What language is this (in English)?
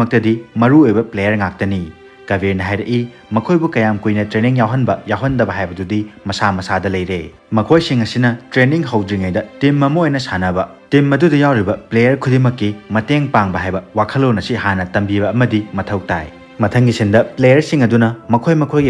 Manipuri